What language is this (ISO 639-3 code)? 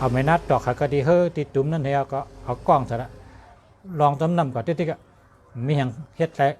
shn